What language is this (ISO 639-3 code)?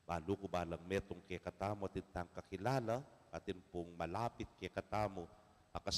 pam